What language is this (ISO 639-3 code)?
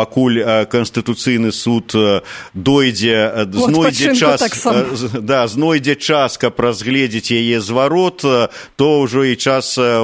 bel